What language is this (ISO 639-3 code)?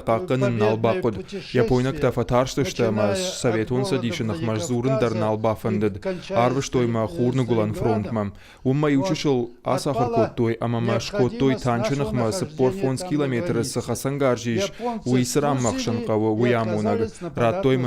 oss